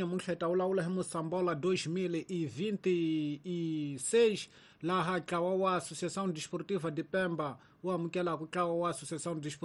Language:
Tsonga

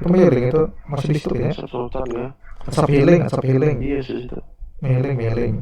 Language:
Banjar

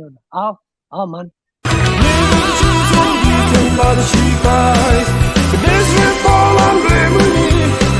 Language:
Pa'o Karen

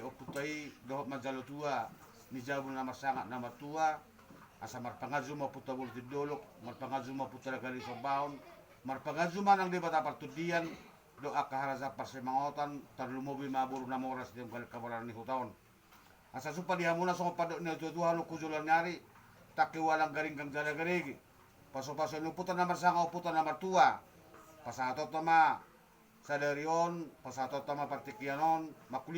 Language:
Batak Toba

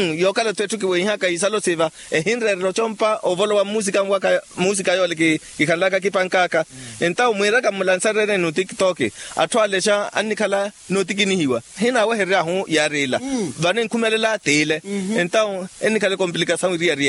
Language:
Makhuwa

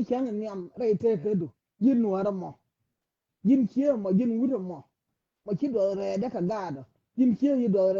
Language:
Nuer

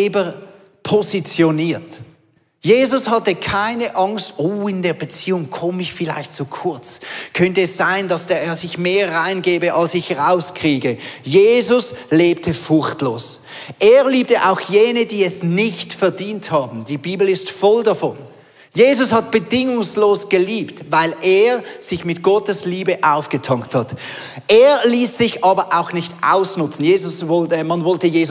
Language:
Swiss German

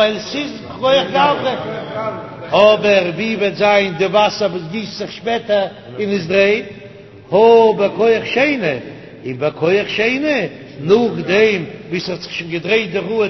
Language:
Yiddish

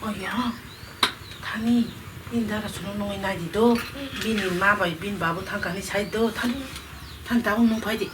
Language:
Kok Borok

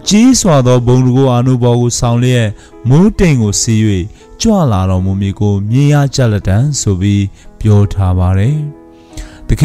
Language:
Burmese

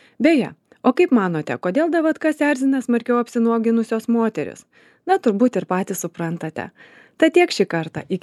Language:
Lithuanian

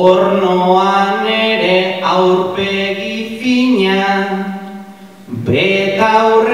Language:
Basque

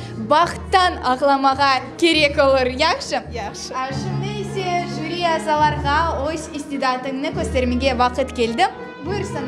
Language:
Crimean Tatar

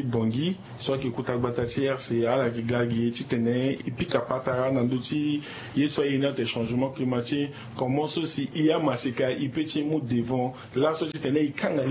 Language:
Sango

